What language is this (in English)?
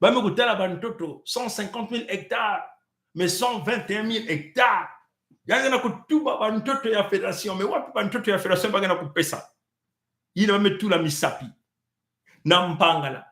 Kituba (Congo)